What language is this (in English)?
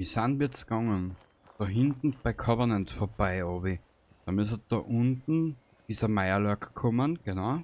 Bavarian